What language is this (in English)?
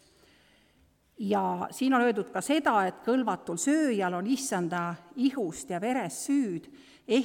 Estonian